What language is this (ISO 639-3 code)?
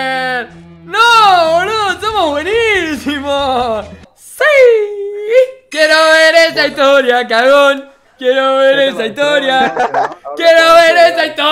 spa